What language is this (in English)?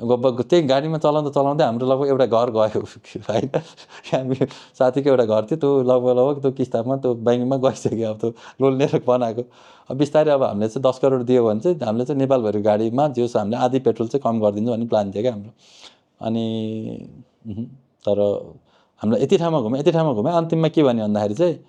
Nepali